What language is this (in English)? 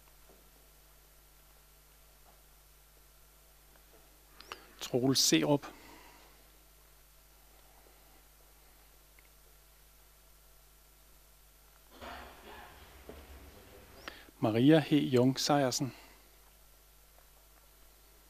Danish